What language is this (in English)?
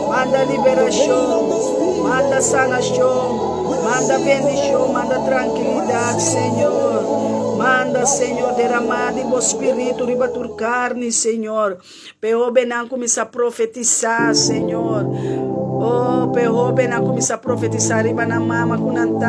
Papiamento